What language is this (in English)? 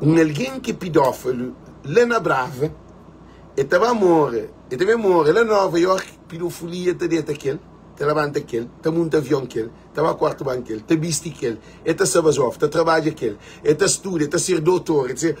Kabuverdianu